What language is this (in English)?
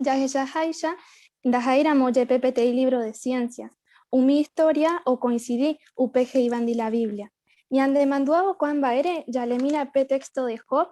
Guarani